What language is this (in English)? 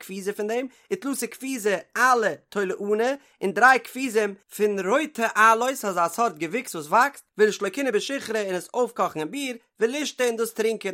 Yiddish